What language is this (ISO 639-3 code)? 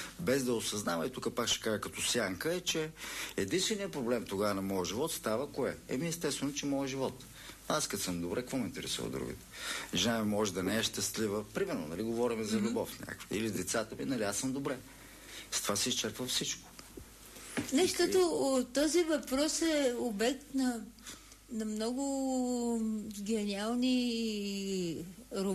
bul